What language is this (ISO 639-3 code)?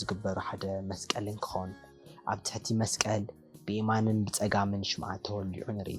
tir